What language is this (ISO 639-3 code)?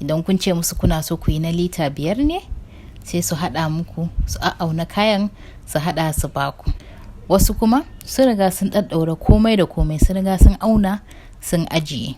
hau